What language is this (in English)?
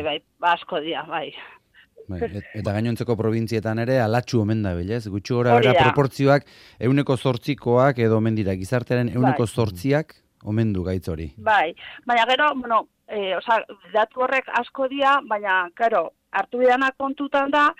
Basque